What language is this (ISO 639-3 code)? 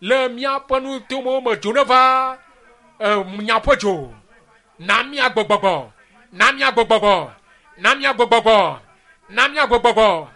ewe